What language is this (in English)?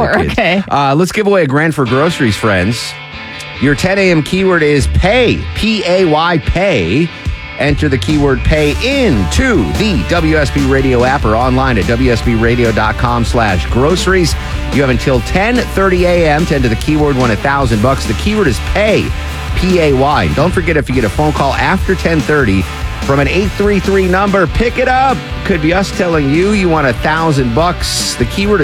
English